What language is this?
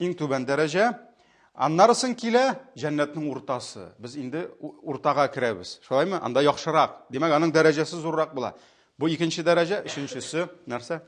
Tatar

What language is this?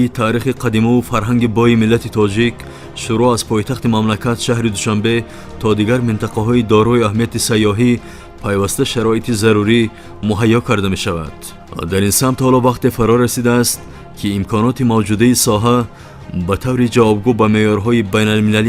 Tajik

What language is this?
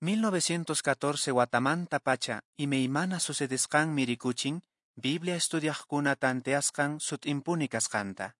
Quechua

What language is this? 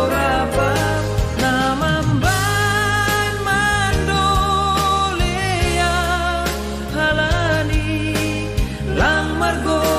Batak Simalungun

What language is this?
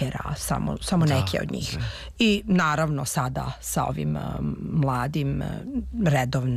Serbian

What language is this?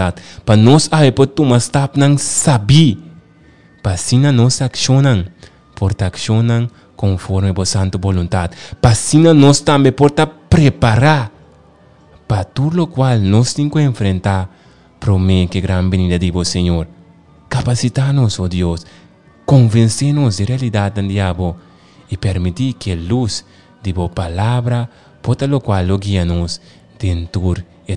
Papiamento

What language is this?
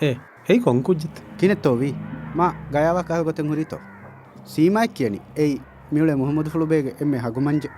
Divehi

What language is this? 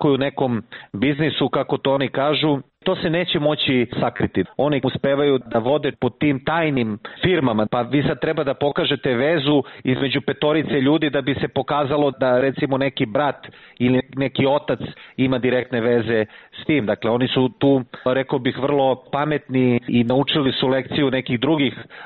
Serbian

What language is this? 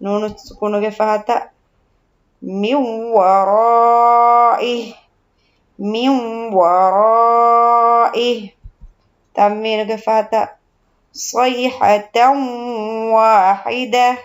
Divehi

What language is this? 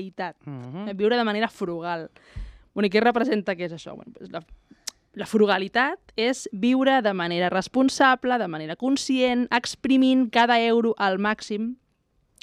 Catalan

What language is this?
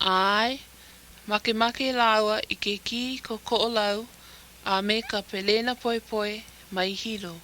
Hawaiian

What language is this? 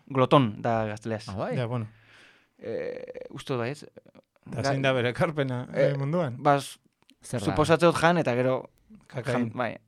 Basque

